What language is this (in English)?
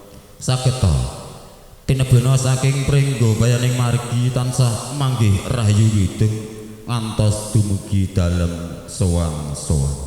Javanese